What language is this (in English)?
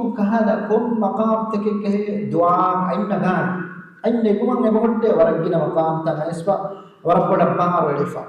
Divehi